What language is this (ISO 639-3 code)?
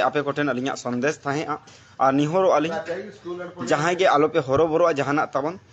sat